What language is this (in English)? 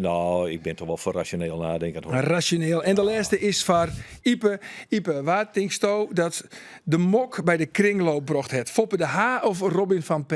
Western Frisian